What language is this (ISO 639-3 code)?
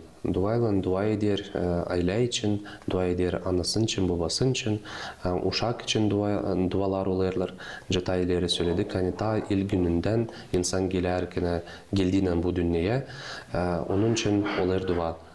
gag